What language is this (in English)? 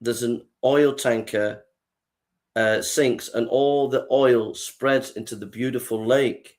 English